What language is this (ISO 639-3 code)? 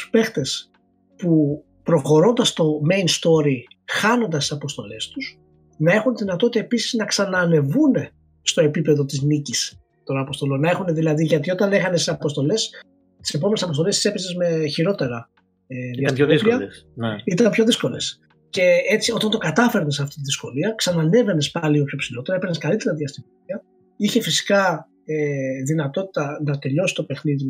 ell